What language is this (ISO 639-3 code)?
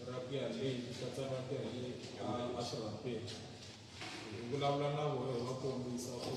tso